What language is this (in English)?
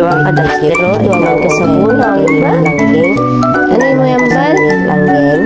Hiligaynon